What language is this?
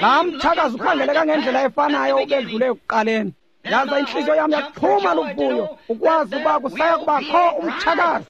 Xhosa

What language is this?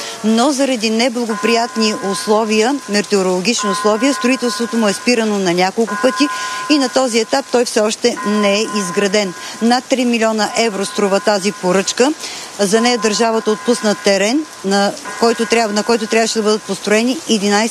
Bulgarian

